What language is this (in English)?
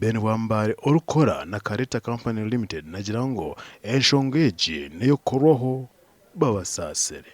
Nyankole